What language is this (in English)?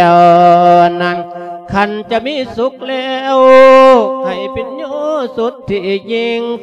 Lao